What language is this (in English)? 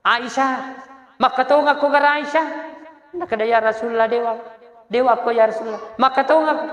Buginese